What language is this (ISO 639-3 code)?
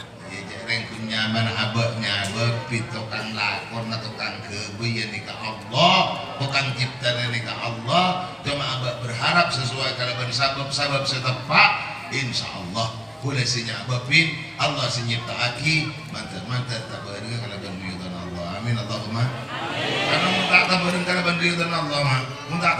mad